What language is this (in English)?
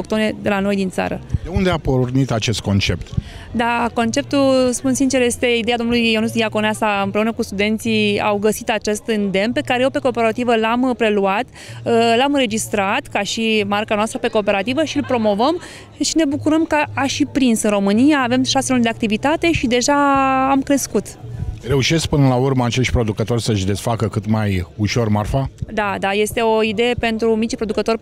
Romanian